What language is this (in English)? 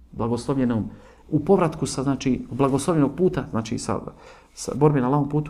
Bosnian